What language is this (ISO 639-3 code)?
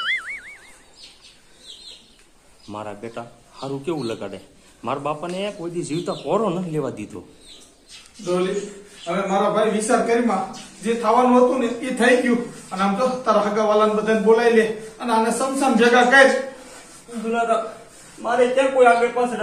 guj